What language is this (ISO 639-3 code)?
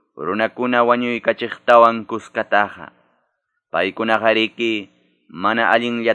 que